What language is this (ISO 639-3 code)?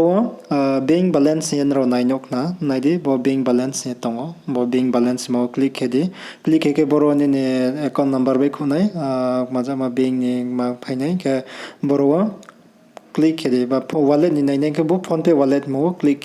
ria